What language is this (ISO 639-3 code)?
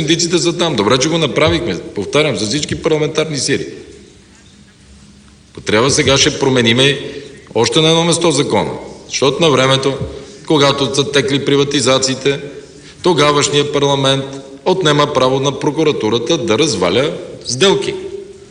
bul